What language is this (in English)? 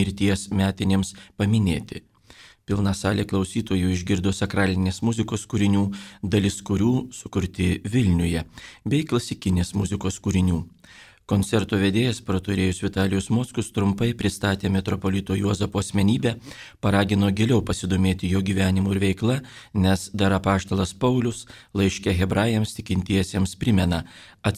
Lithuanian